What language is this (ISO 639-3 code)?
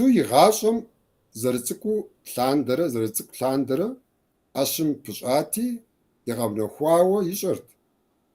kbd